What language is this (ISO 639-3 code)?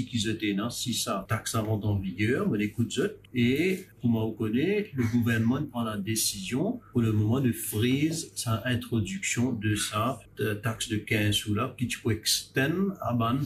mfe